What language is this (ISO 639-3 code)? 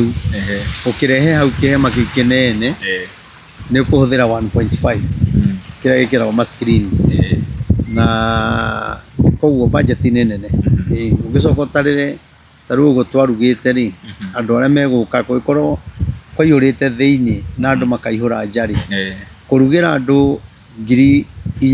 kik